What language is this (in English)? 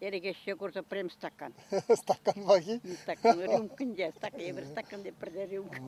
Chuvash